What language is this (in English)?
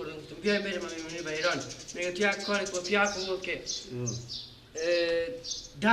Persian